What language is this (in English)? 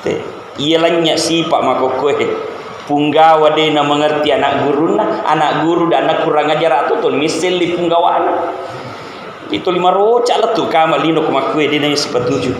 Buginese